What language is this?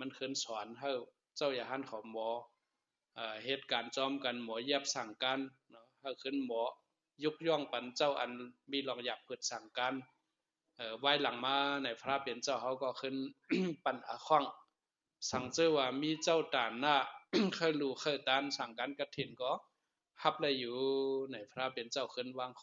Shan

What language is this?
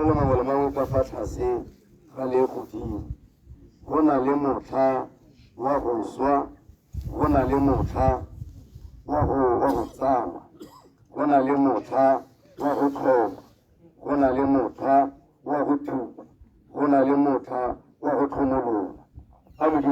Tswana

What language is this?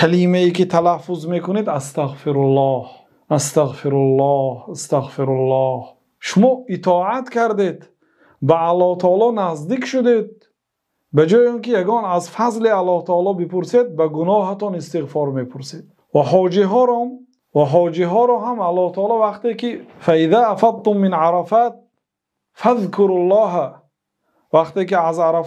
Tajik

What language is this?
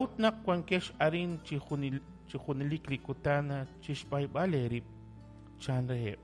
Kekchí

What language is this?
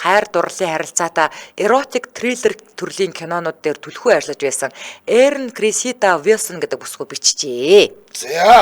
Mongolian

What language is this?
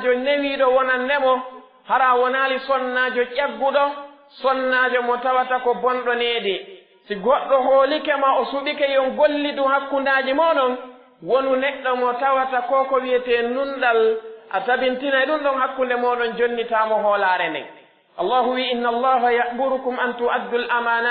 Pular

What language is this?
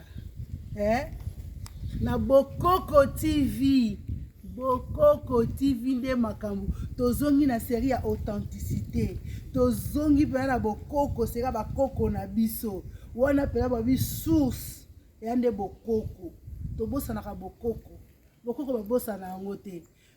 Lingala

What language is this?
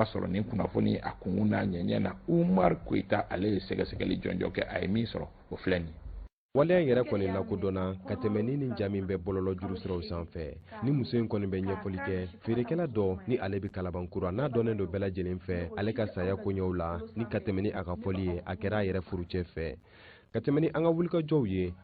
Bambara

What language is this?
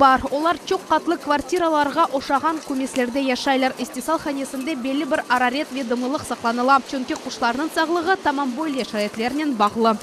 Crimean Tatar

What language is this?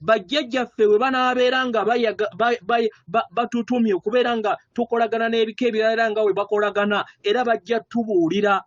Ganda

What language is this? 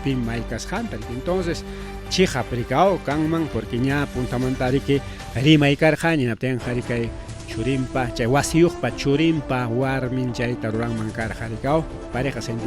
Ayacucho Quechua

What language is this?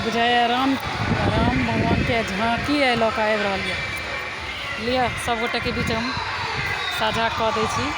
Maithili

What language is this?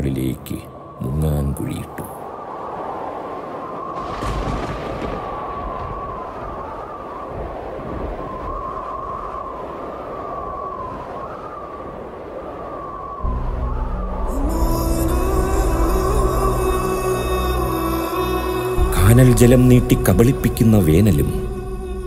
Malayalam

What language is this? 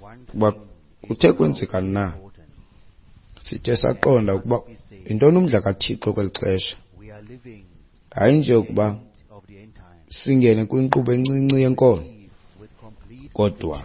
Xhosa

